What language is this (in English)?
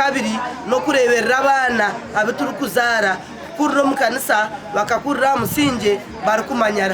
Nyankole